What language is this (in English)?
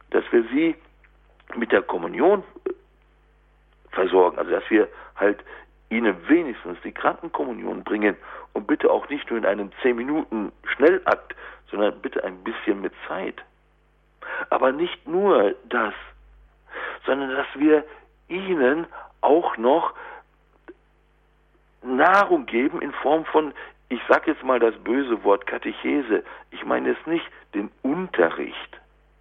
German